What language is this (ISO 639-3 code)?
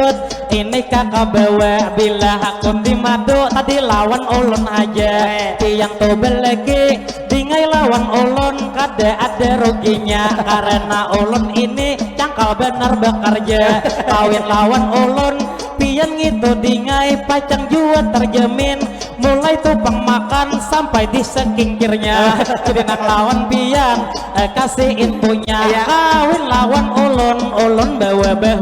bjn